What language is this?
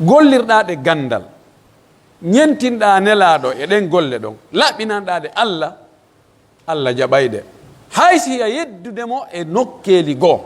Pular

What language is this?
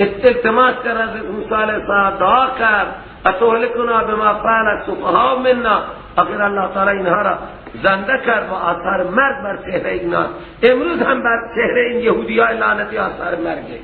Persian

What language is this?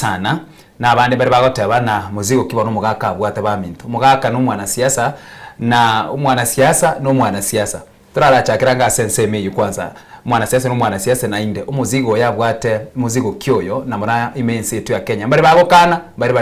Gusii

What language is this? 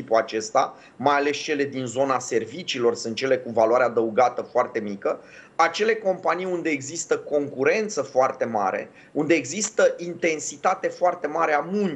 Romanian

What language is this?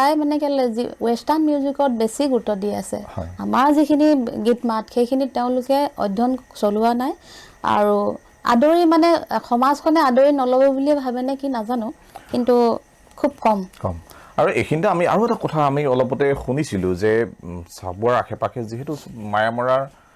Assamese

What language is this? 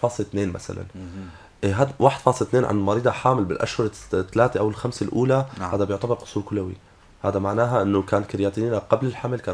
North Levantine Arabic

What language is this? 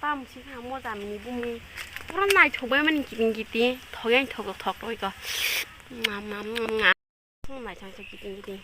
Kok Borok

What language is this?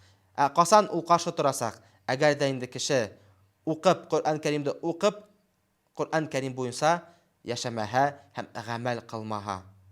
Bashkir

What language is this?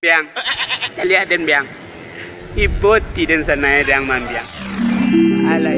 Minangkabau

